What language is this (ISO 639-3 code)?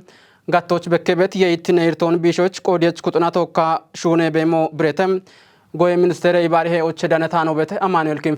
kbr